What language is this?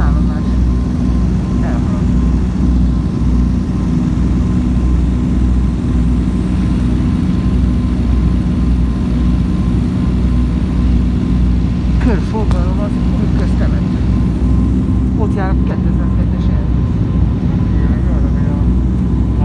Hungarian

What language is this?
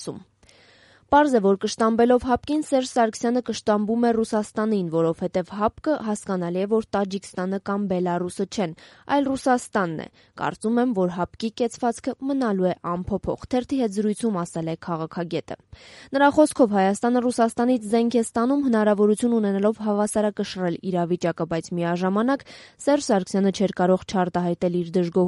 Armenian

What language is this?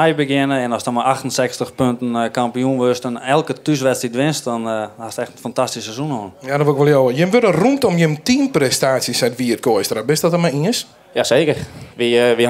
Western Frisian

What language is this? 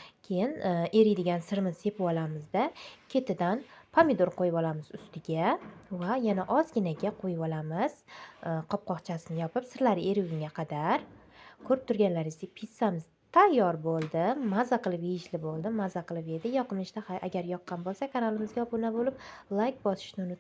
Uzbek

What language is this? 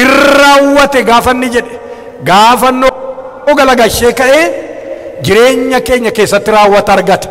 Oromo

